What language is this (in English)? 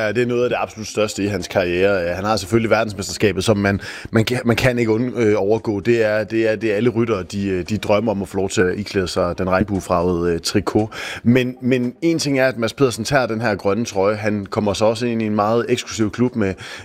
Danish